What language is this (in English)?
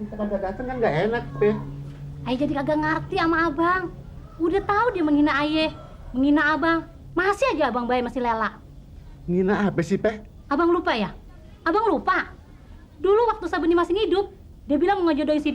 Betawi